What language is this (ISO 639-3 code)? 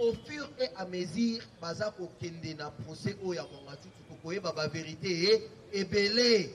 lin